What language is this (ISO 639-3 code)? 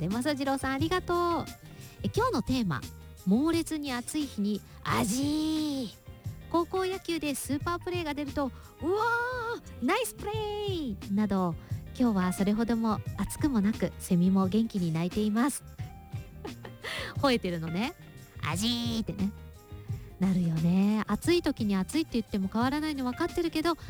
jpn